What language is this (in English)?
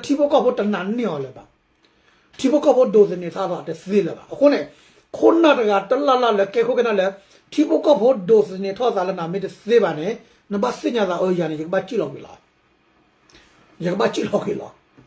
S'gaw Karen